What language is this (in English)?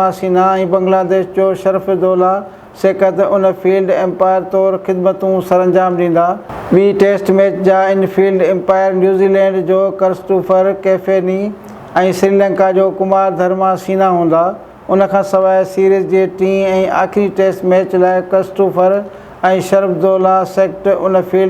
Sindhi